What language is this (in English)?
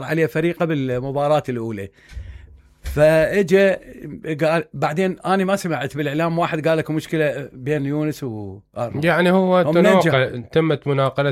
Mesopotamian Arabic